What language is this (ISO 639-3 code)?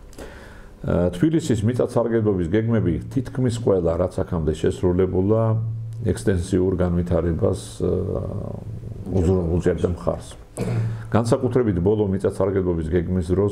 kat